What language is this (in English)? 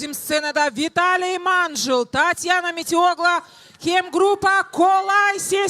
Gagauz